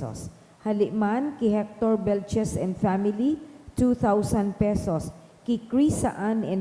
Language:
Bikol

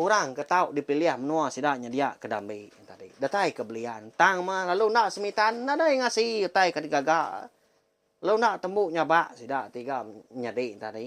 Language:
Iban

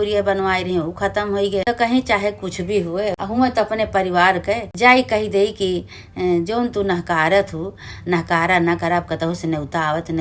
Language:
Awadhi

